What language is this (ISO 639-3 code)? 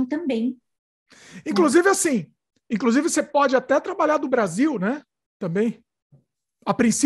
por